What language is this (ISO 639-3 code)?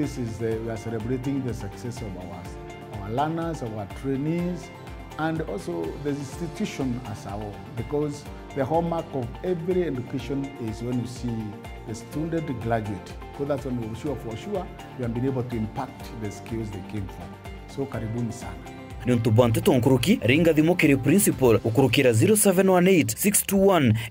mer